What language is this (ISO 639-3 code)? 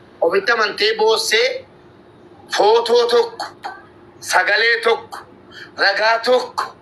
orm